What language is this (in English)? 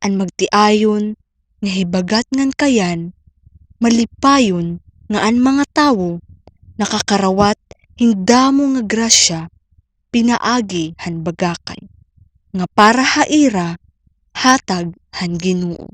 Waray